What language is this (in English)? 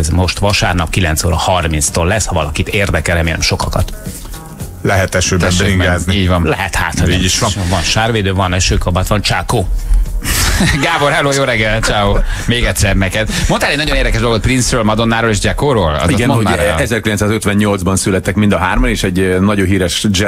Hungarian